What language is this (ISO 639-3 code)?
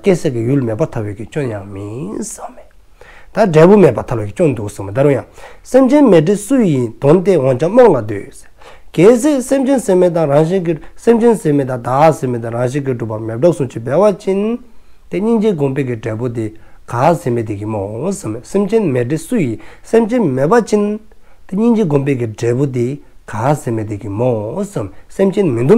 dzo